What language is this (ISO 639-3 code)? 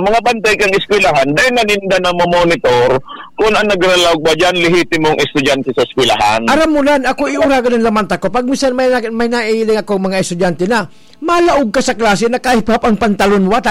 bik